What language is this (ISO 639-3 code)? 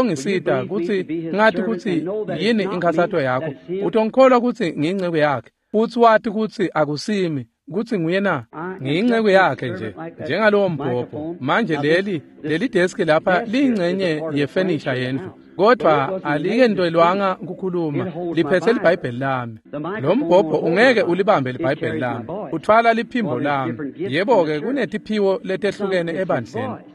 ssw